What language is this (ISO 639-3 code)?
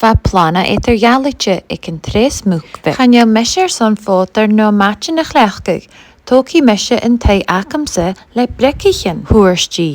gla